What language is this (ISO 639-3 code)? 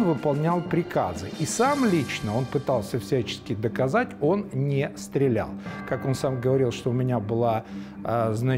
rus